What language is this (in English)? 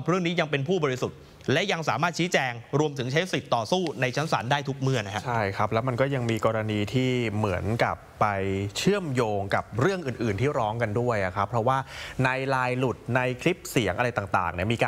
Thai